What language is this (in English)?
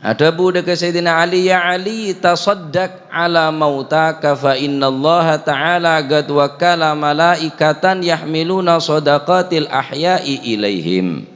Madurese